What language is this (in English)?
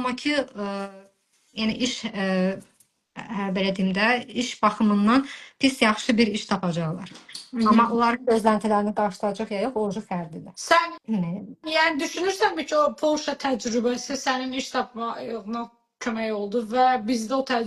Azerbaijani